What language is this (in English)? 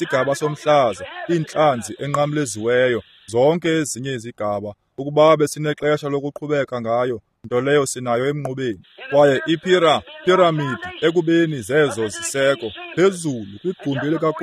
Xhosa